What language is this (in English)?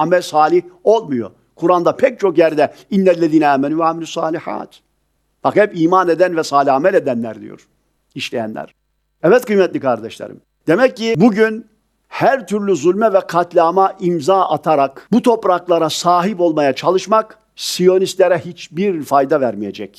Turkish